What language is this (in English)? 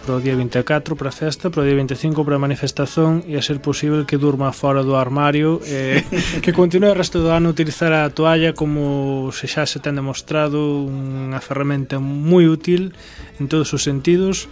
Galician